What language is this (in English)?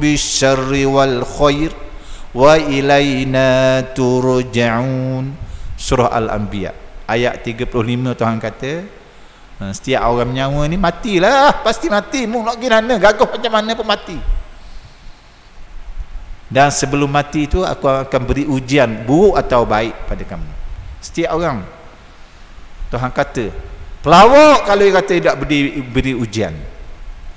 Malay